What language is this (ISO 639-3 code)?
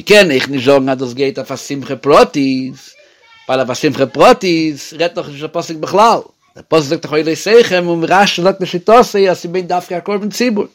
yid